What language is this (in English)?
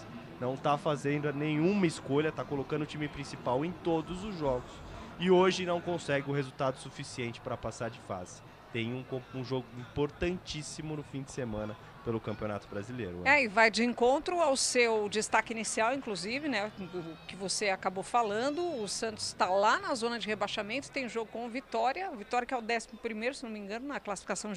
Portuguese